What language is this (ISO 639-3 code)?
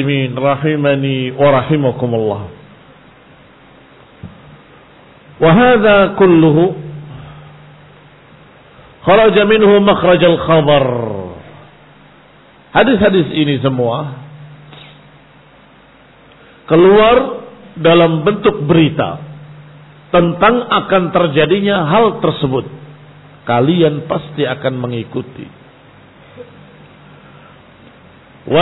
ind